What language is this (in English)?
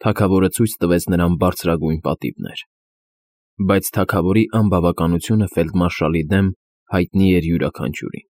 Armenian